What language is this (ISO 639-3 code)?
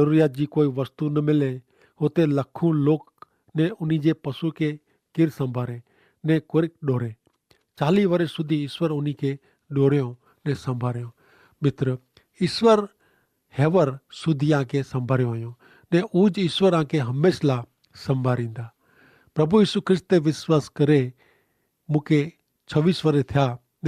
kfr